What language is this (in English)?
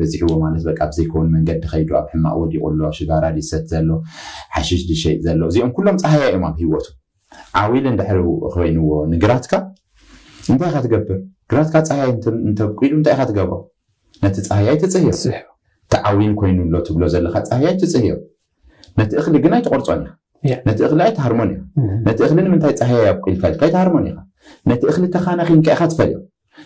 Tigrinya